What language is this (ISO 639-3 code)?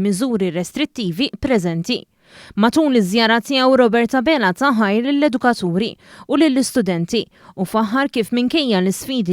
mlt